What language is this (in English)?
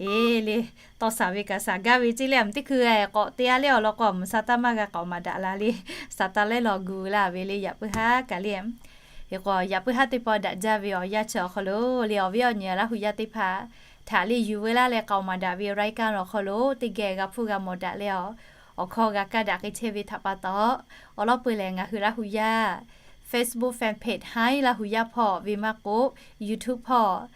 Lahu